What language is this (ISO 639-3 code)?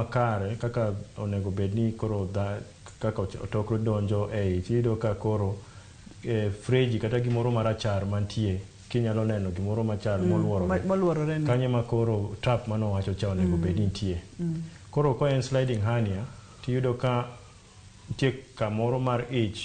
luo